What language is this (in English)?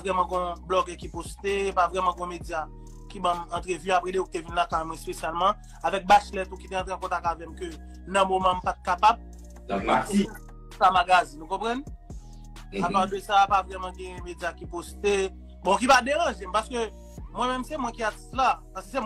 Haitian Creole